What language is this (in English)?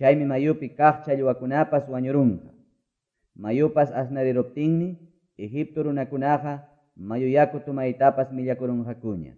Quechua